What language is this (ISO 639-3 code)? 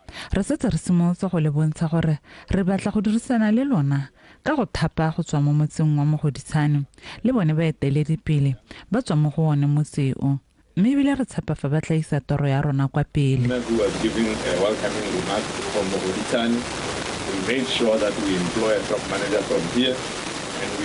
tsn